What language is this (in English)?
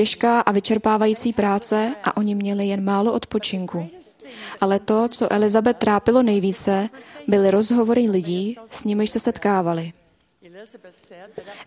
Czech